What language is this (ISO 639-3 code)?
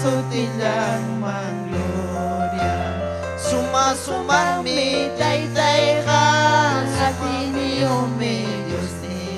quy